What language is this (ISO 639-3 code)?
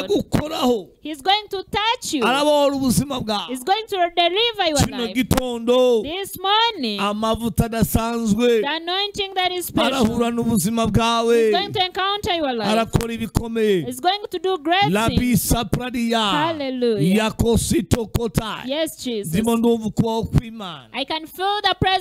kin